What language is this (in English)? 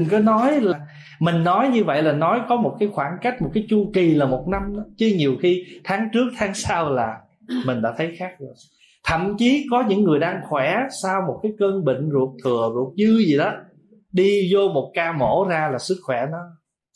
Vietnamese